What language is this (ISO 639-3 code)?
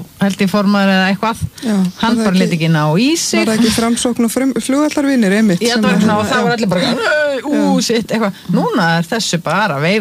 isl